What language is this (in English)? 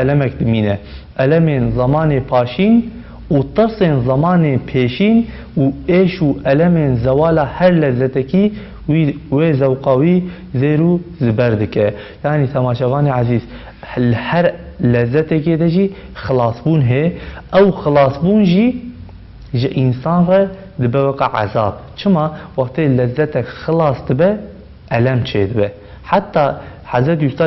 Kurdish